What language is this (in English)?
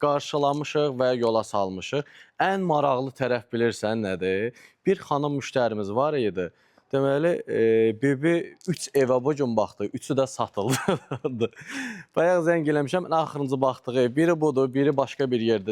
Azerbaijani